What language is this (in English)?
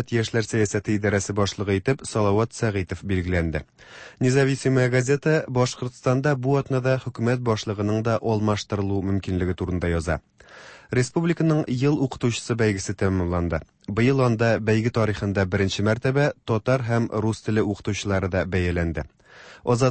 Tatar